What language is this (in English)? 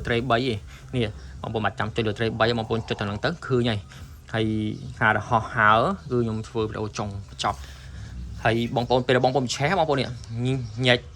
Khmer